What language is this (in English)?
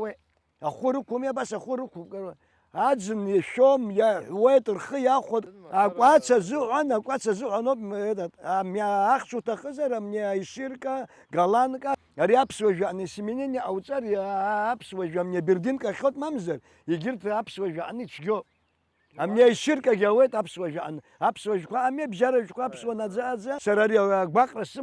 Abkhazian